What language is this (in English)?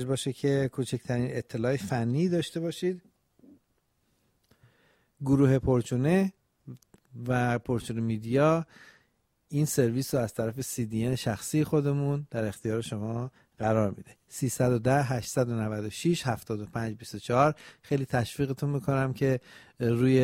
Persian